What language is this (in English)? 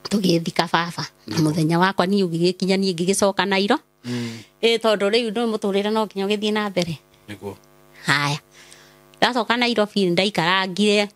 Kikuyu